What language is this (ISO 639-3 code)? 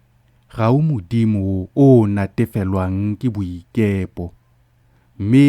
tsn